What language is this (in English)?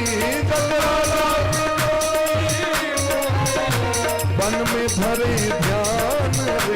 Maithili